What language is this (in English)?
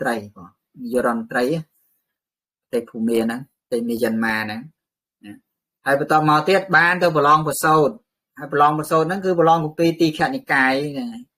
Khmer